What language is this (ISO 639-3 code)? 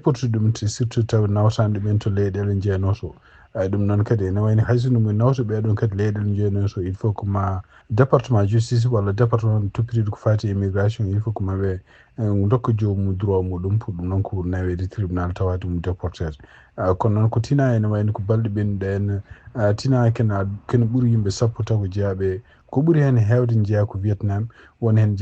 ful